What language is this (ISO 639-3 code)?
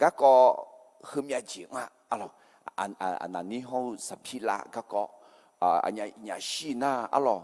ahk